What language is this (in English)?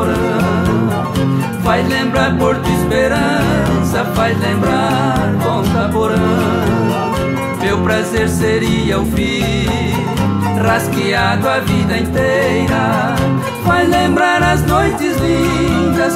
Portuguese